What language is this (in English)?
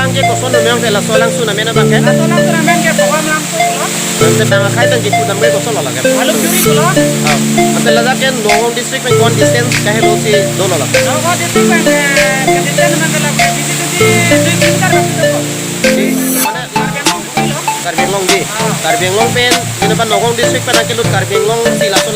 Karbi